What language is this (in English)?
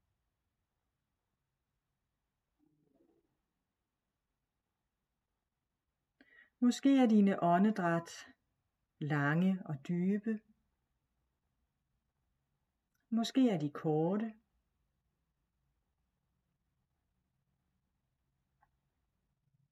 Danish